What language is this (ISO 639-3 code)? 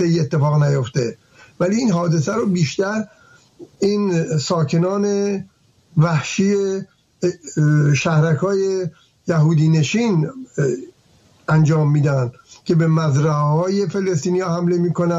fas